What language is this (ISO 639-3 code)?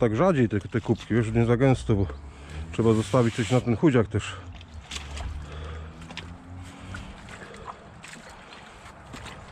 pol